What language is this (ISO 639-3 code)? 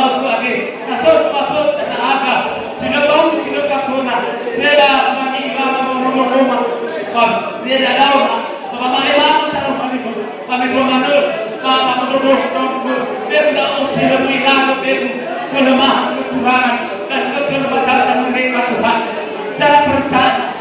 nia